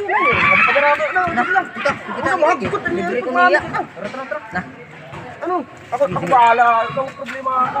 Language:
Waray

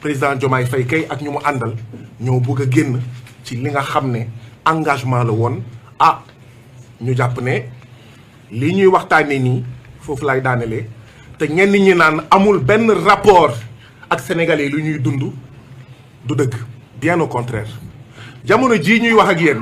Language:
Wolof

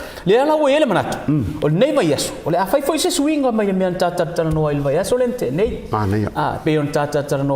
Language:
Samoan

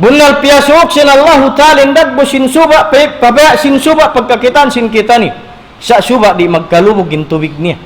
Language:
Tausug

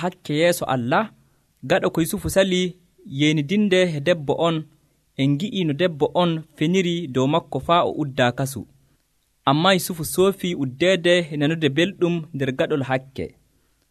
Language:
Nigerian Fulfulde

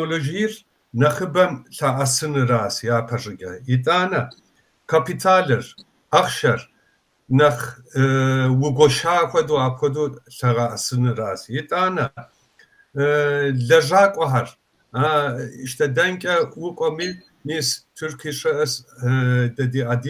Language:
Kabardian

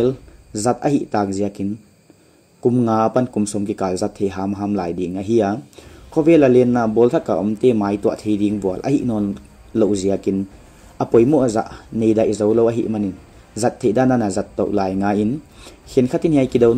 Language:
Paite Chin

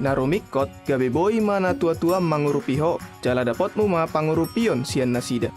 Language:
Batak Toba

